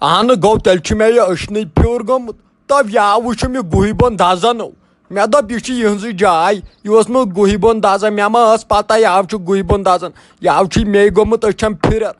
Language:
Kashmiri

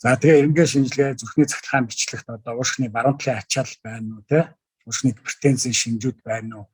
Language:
Mongolian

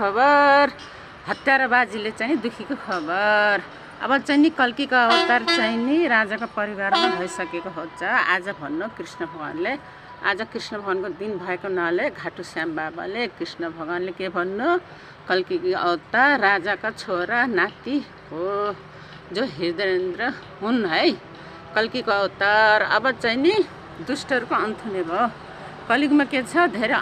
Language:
Nepali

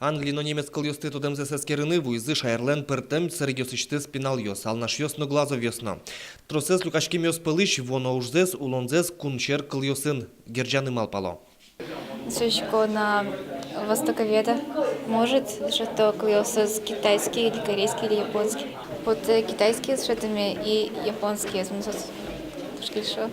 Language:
Udmurt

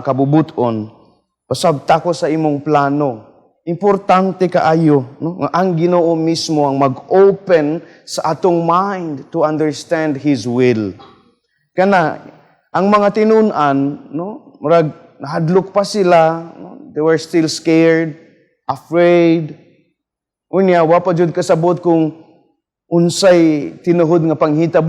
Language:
Cebuano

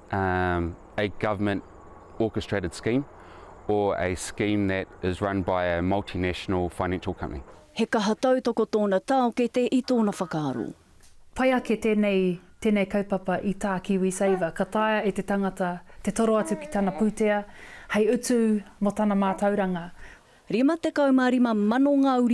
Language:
Māori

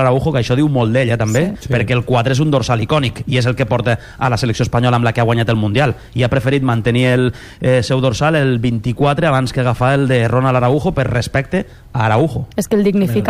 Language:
Catalan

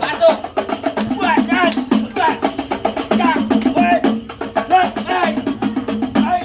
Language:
Betawi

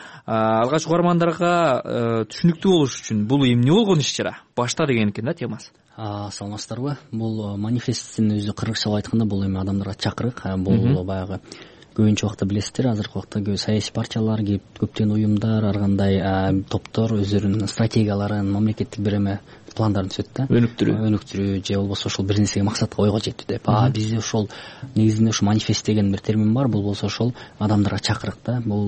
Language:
Kyrgyz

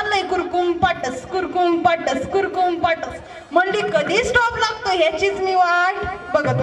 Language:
Marathi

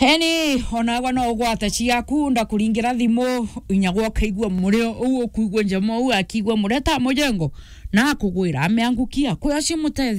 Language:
Meru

